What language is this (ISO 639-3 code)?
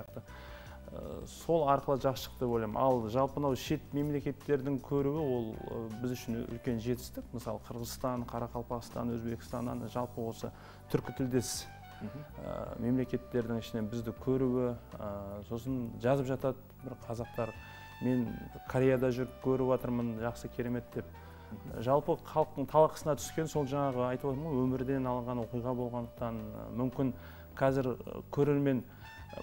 kaz